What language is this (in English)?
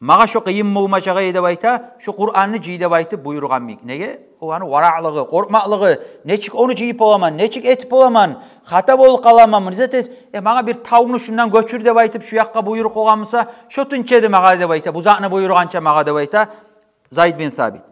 Kumyk